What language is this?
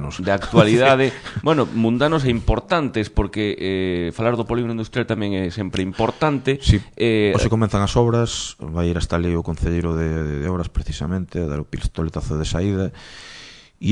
Galician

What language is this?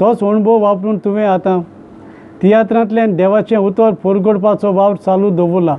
Konkani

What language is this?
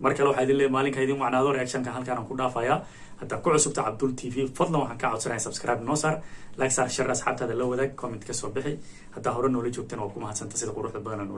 Somali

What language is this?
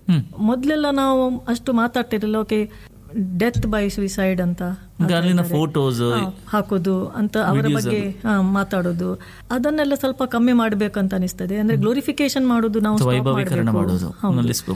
Kannada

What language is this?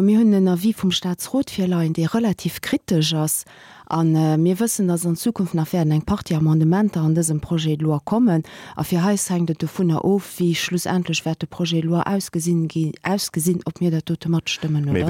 Luxembourgish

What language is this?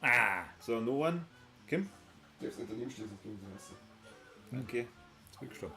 Bavarian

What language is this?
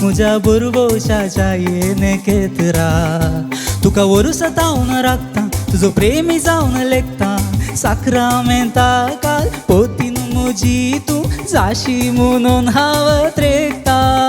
Konkani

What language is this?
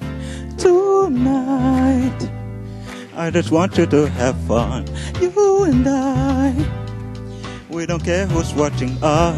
Finnish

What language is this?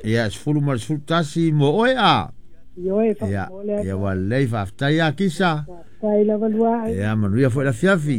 Samoan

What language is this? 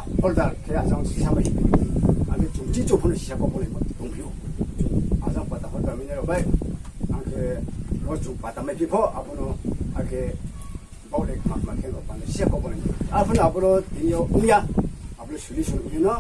Riang (India)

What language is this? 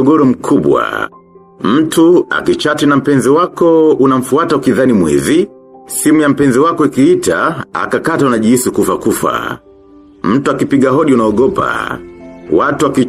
Swahili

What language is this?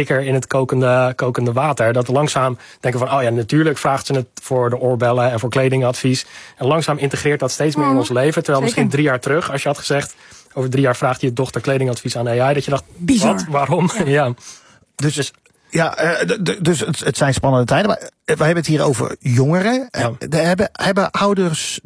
Dutch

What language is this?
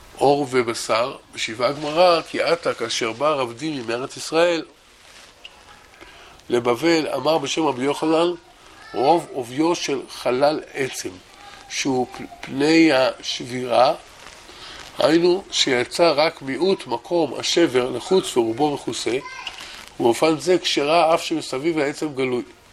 Hebrew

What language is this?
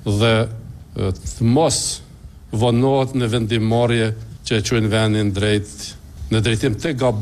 Albanian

